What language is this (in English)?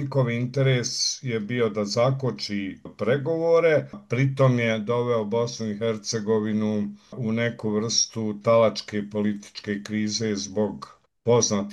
Bosnian